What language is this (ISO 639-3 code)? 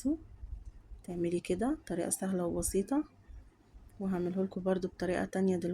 arz